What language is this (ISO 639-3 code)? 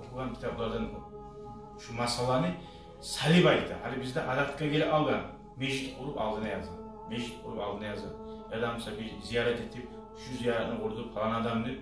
kum